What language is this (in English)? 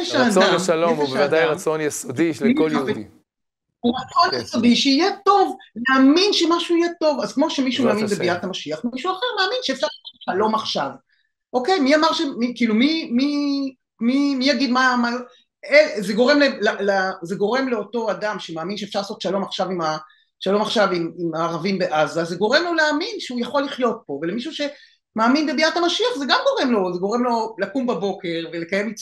Hebrew